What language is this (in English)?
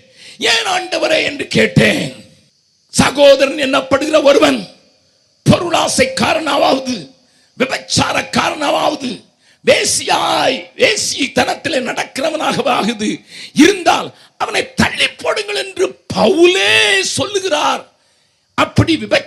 Tamil